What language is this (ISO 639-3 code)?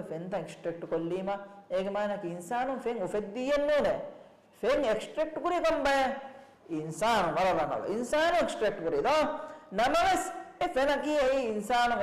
div